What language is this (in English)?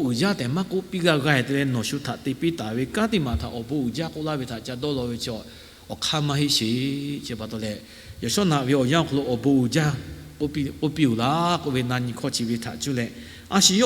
Lahu